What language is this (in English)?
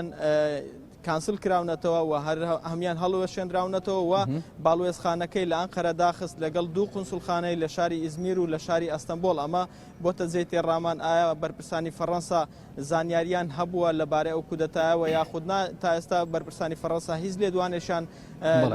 Central Kurdish